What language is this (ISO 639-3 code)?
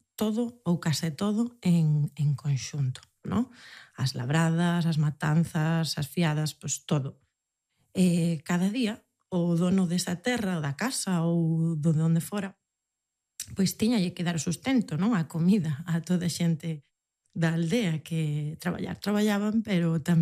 glg